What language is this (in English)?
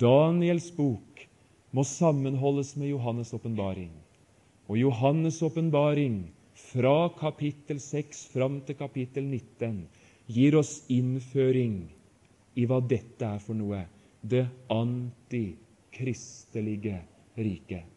Norwegian